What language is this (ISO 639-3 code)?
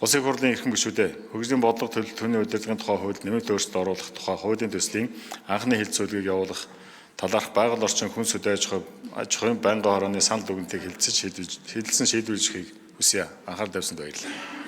mon